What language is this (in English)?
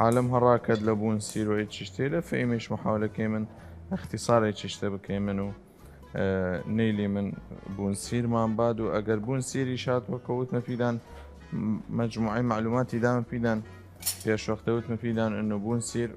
Southern Kurdish